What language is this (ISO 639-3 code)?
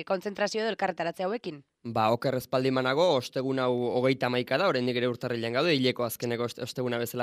eus